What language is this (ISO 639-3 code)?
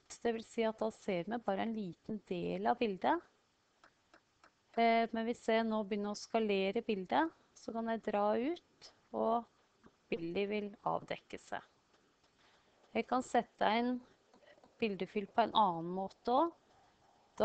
nor